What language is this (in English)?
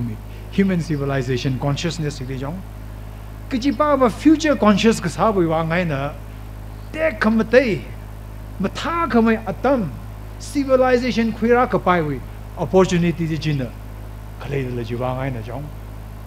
Tangkhul Naga (India)